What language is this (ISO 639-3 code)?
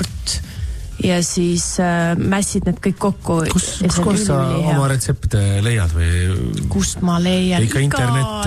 est